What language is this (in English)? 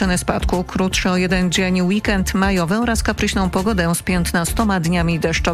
Polish